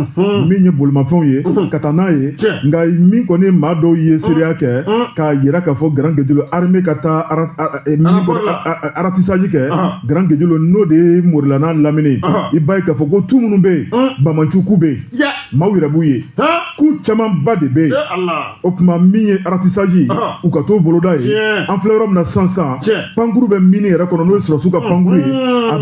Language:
Bambara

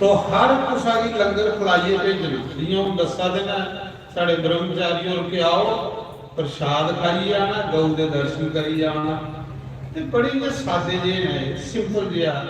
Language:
Dogri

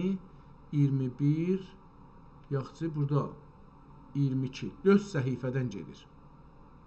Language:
South Azerbaijani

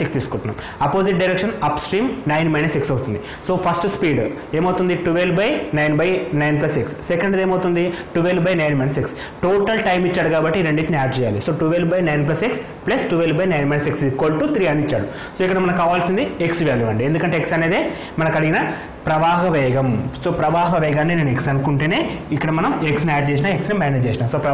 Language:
Telugu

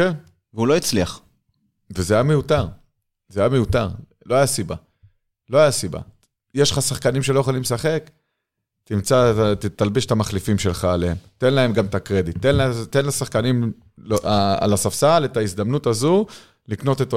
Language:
Hebrew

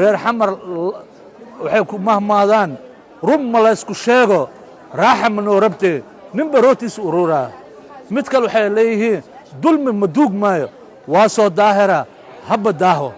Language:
Somali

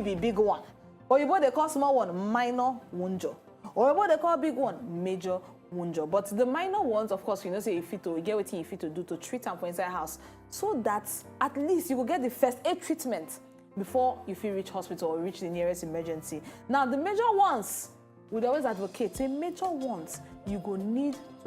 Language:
Nigerian Pidgin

